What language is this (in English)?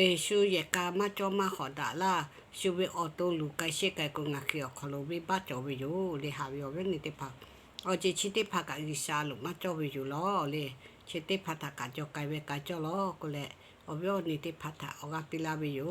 Lahu